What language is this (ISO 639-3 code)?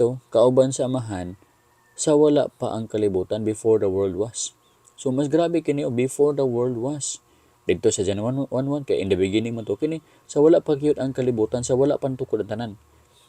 ceb